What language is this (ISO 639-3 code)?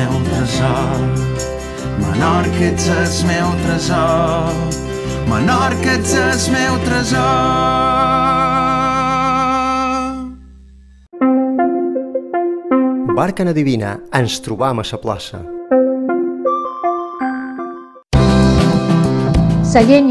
cat